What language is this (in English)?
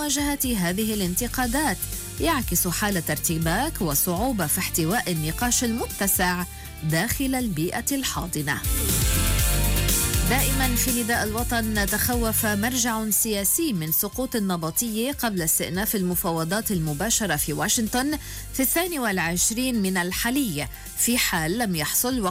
Arabic